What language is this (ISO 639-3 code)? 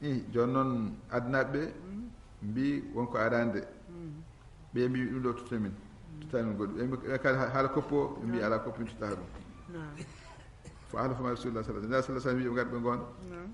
ful